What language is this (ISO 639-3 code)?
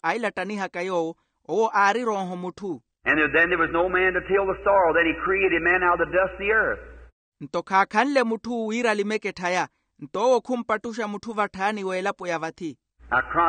vmw